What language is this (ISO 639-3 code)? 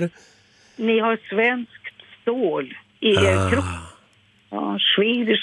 swe